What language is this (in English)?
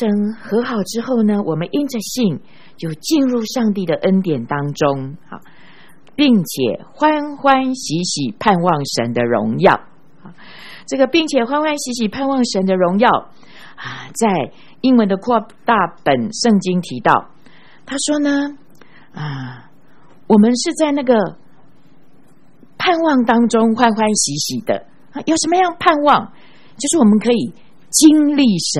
Chinese